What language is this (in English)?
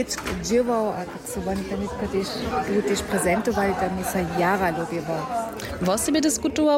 Upper Sorbian